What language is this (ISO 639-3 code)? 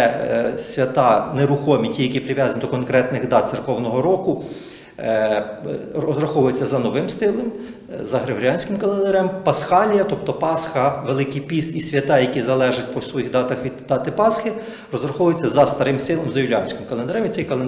ukr